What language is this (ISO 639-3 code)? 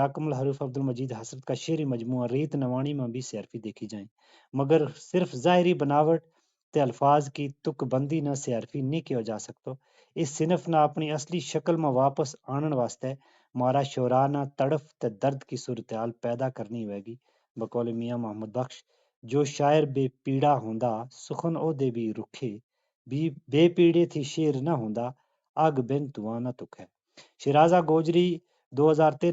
gju